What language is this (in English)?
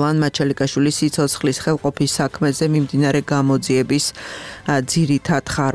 Georgian